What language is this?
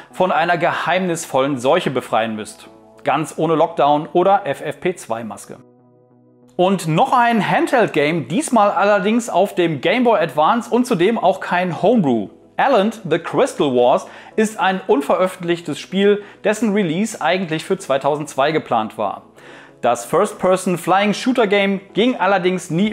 German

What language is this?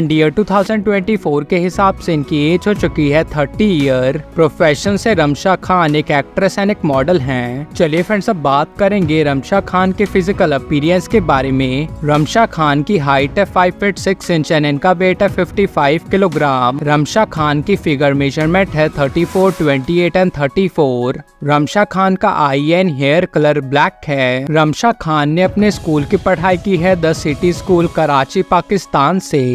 Hindi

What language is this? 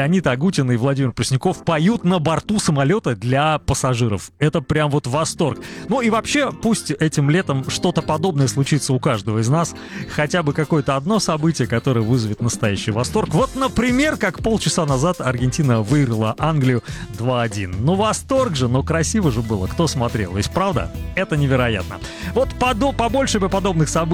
Russian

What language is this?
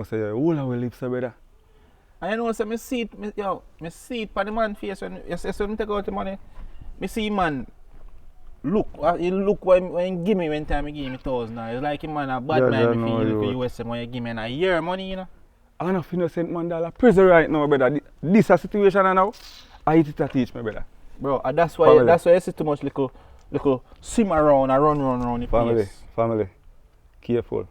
Jamaican Creole English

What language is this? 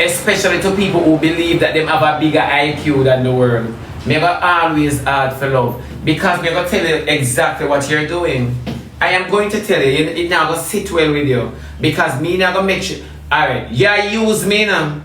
Jamaican Creole English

